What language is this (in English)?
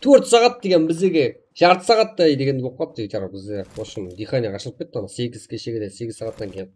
Kara-Kalpak